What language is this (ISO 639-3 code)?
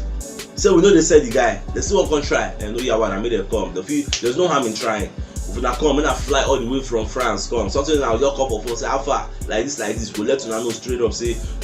pcm